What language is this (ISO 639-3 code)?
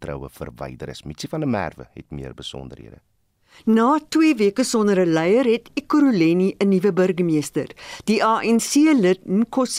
afr